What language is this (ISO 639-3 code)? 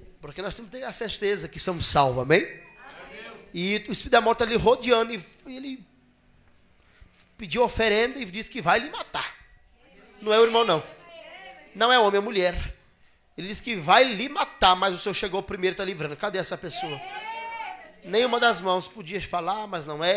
por